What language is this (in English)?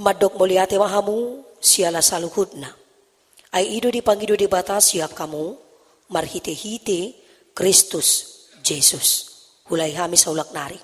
Batak Toba